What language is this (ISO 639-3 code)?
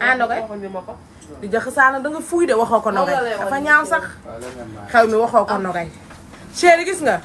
wol